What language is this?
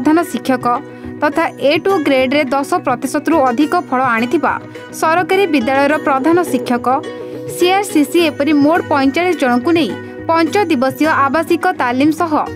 Odia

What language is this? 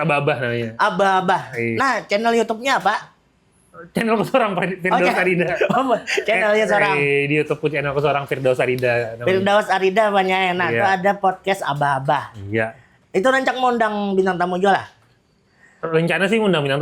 Banjar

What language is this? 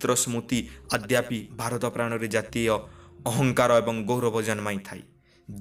Odia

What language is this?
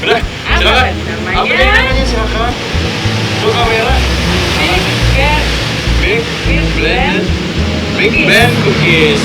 Banjar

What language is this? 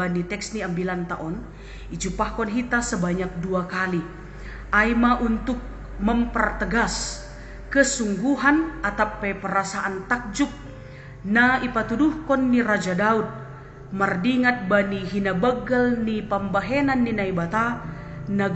Batak Simalungun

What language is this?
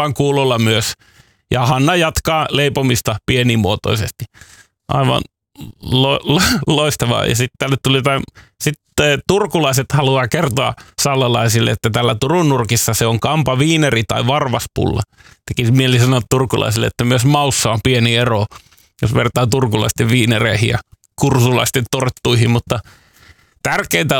Finnish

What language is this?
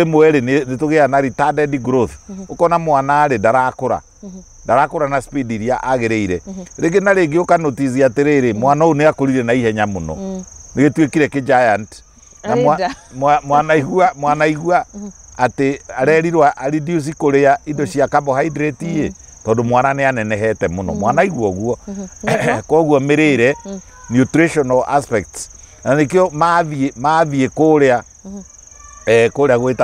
Kikuyu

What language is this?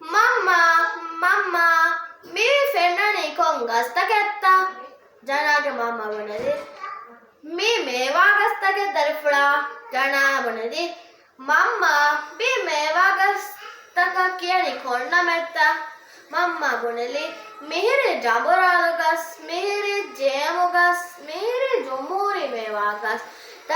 Divehi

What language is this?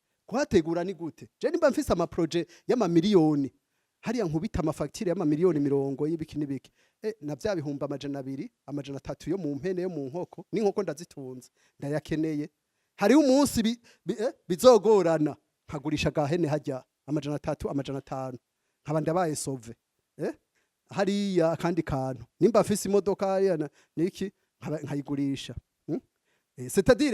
Rundi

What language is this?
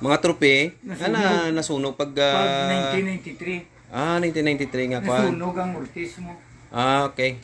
Hiligaynon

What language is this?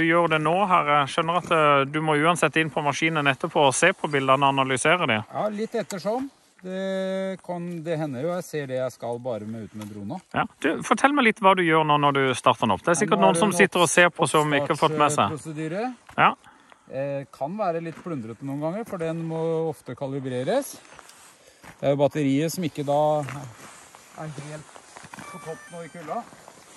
Norwegian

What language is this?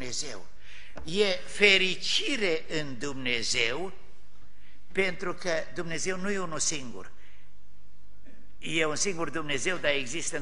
Romanian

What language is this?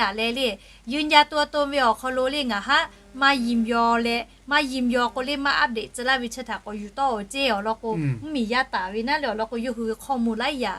Lahu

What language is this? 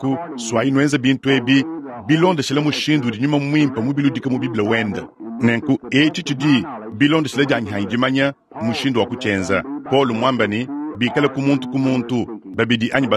Luba-Lulua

